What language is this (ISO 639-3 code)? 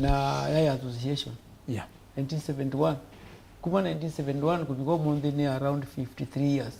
kam